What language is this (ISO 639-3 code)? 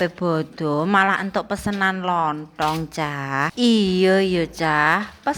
jav